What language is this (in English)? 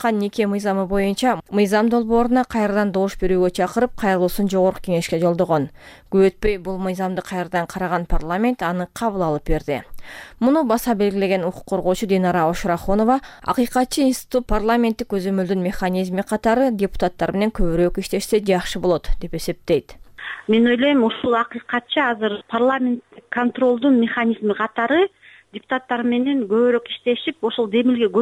Kyrgyz